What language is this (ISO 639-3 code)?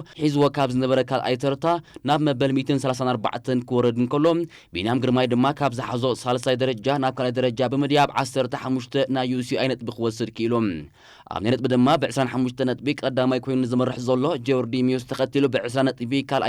tir